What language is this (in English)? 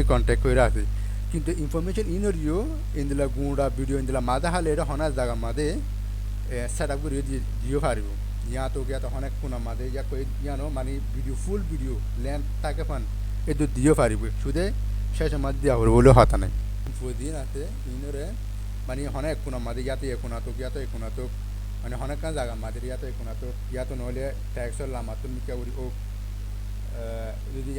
Rohingya